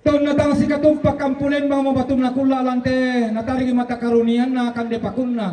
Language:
Toraja-Sa'dan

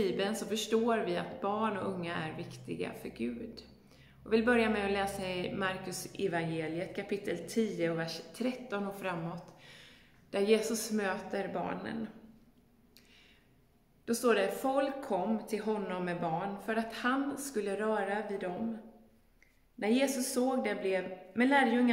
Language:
Swedish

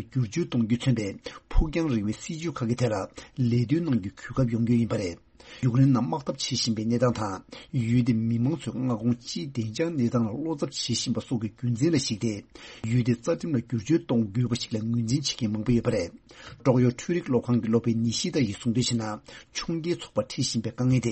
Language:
Tibetan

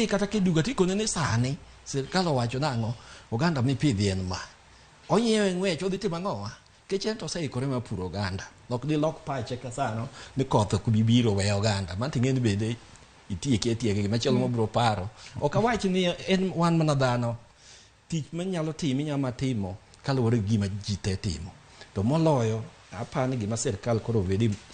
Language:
Luo (Kenya and Tanzania)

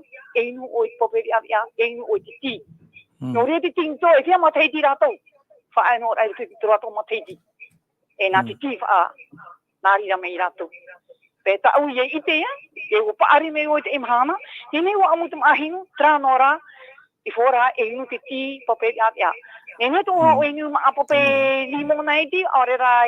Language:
Tahitian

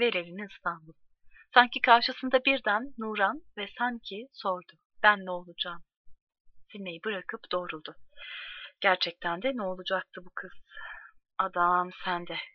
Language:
Turkish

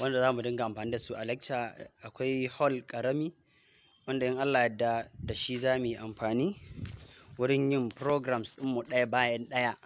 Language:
Hausa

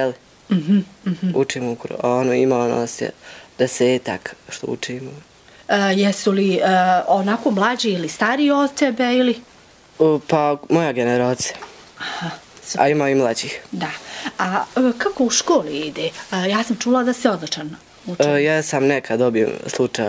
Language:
Bosnian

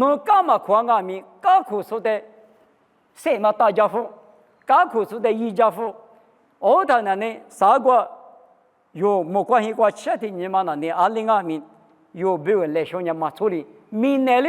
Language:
Lisu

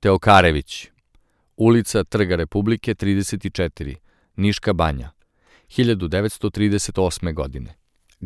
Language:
Serbian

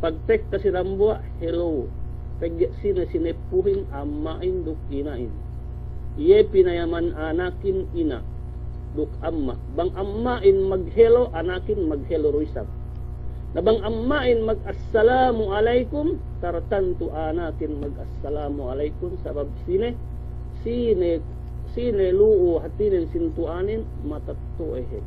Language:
Yakan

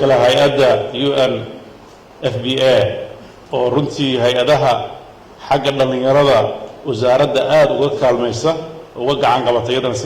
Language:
Somali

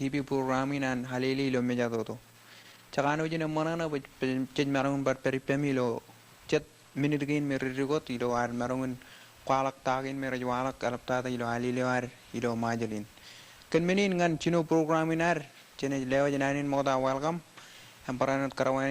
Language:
Marshallese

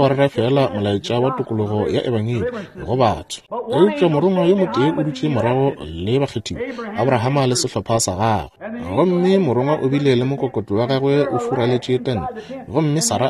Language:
Northern Sotho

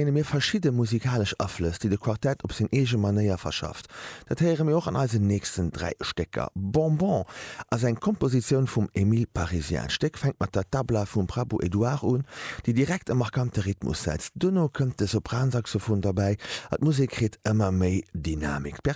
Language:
Luxembourgish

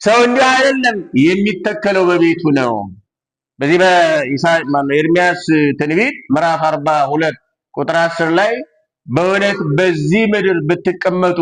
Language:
Amharic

